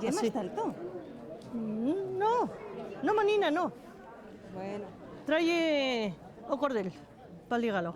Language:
Aragonese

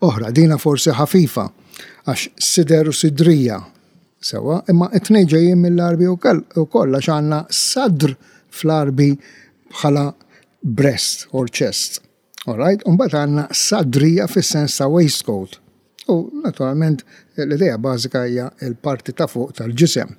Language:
Maltese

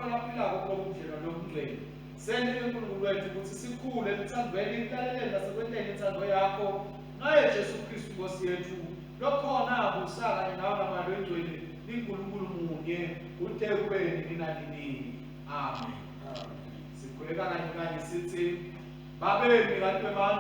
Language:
Swati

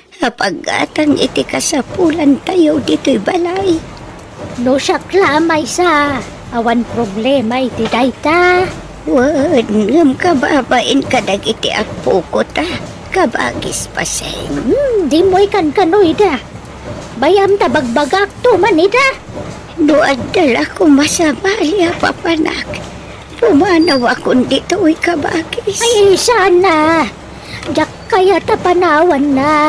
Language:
Iloko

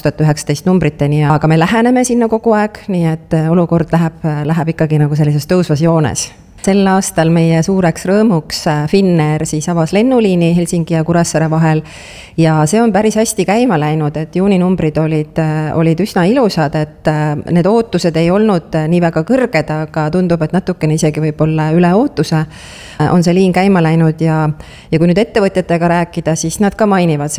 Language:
Estonian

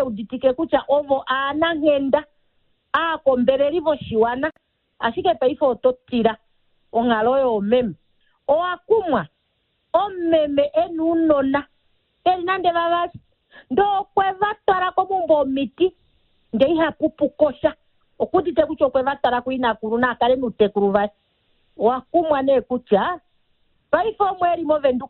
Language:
Kuanyama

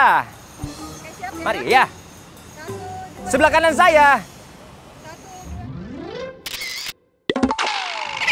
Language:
Indonesian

